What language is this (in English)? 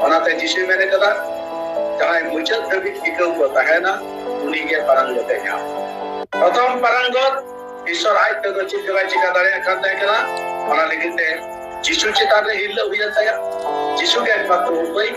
Santali